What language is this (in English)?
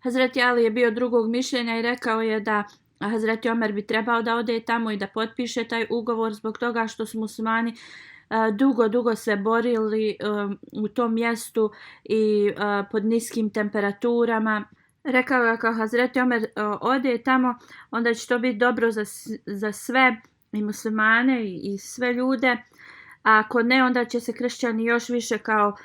Bosnian